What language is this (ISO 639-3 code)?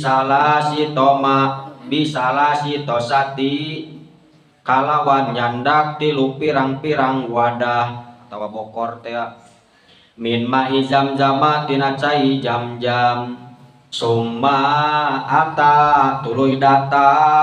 sun